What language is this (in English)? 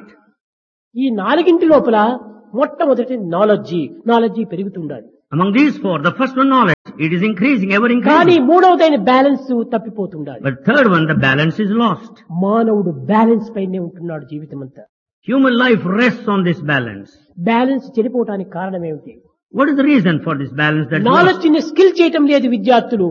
Telugu